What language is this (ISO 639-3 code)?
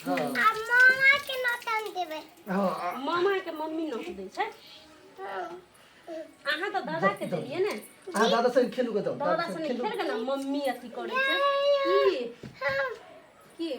mai